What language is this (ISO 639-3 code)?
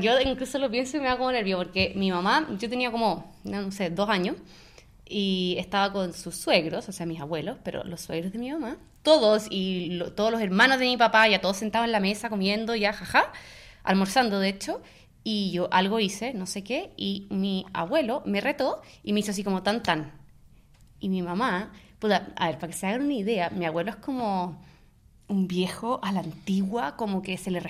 spa